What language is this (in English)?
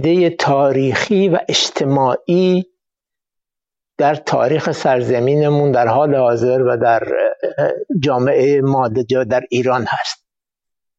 Persian